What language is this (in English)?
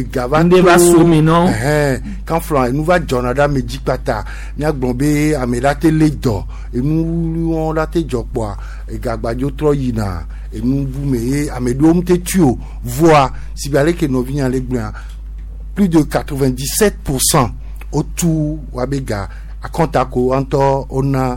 Gen